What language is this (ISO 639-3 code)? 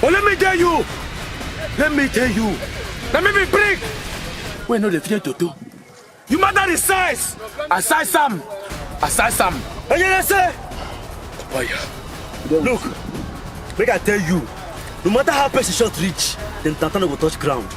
pcm